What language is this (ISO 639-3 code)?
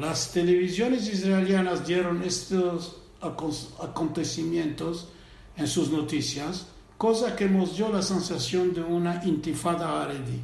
lad